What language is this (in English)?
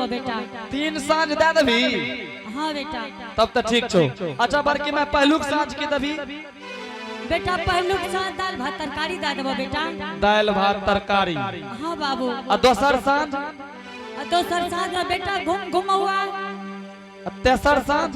Angika